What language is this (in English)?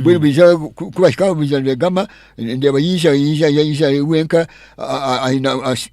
Nyankole